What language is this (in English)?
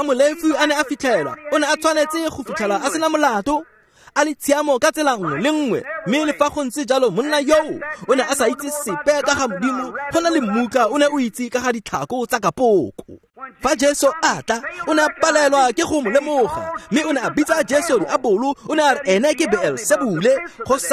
Tswana